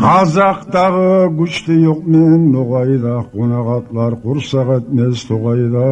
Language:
Kumyk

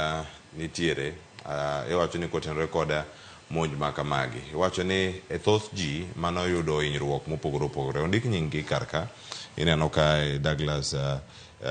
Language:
Luo (Kenya and Tanzania)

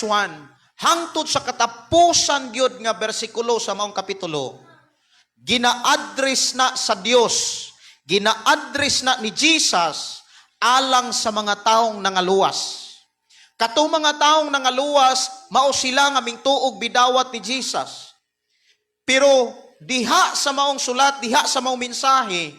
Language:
Cebuano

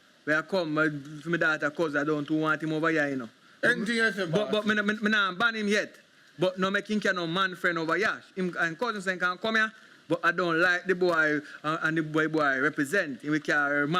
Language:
Jamaican Creole English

